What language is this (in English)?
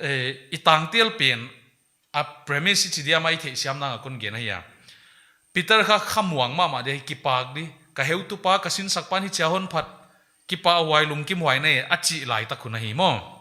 Paite Chin